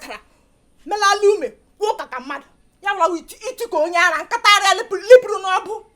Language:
Igbo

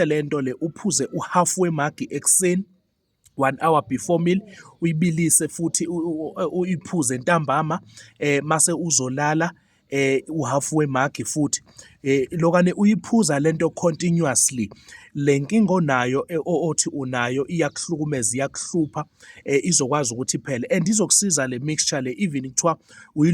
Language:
Zulu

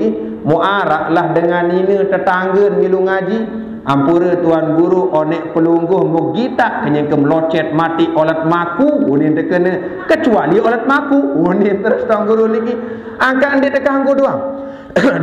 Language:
Sasak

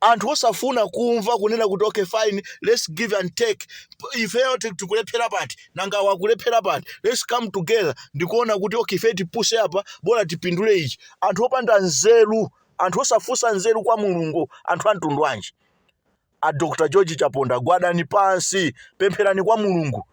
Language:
Nyanja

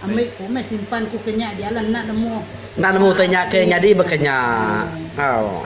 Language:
Iban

